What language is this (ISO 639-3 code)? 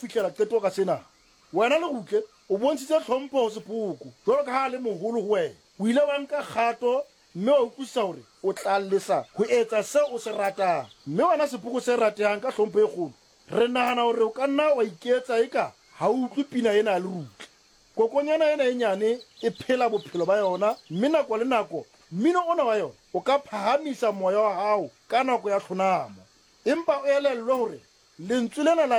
sot